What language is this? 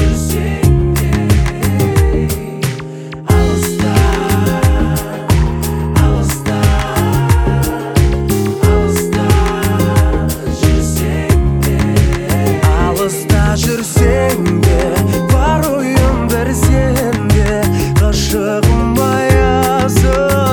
Kazakh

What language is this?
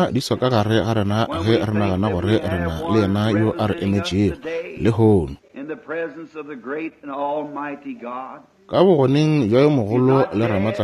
Northern Sotho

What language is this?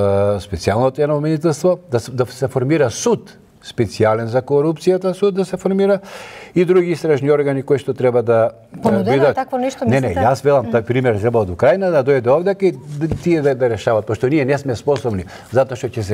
Macedonian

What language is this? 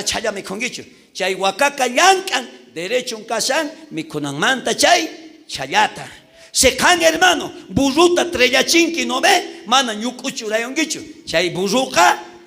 South Bolivian Quechua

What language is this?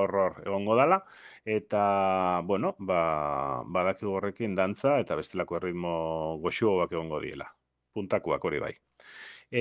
Basque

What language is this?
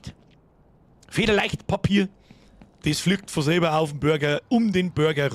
Bavarian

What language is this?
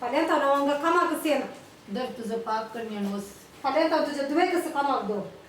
Konkani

